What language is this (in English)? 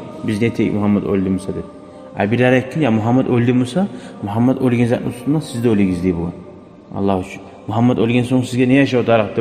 Kumyk